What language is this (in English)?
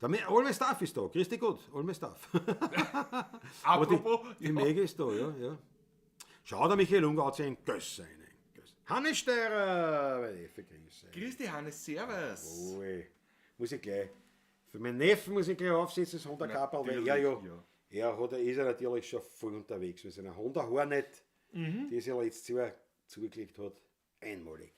Bavarian